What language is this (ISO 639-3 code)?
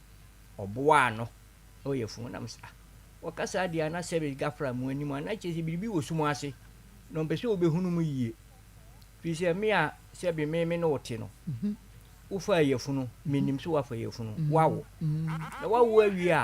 aka